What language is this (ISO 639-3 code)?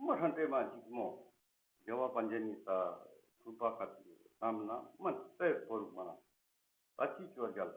lbj